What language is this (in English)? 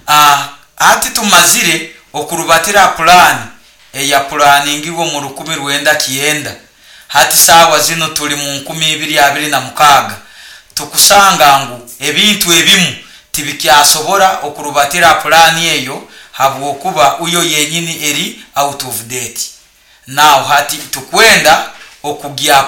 Nyoro